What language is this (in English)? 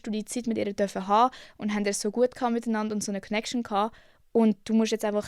Swiss German